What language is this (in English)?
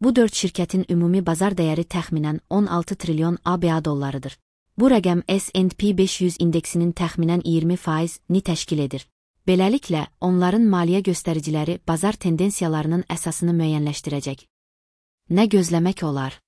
Azerbaijani